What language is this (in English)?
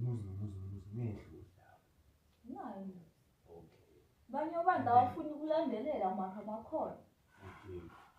Zulu